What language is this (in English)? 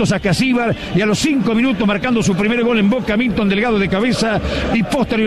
Spanish